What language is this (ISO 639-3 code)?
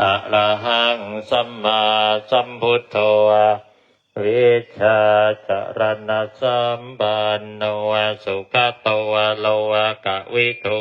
pli